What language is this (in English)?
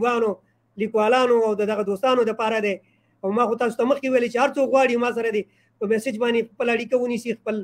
Pashto